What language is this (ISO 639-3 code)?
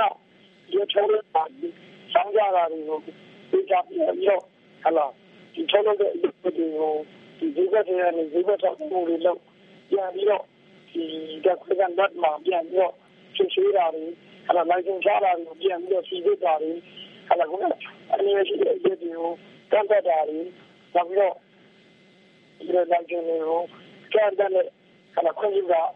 mya